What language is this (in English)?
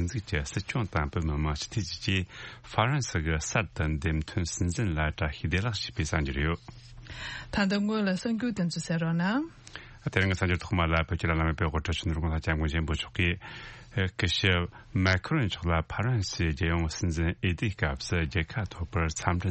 Tibetan